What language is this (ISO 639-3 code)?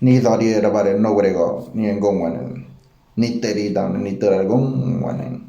gym